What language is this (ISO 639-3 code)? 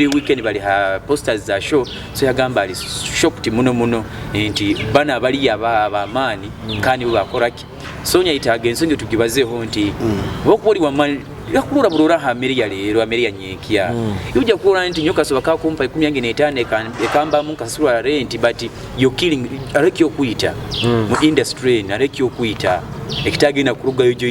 nyo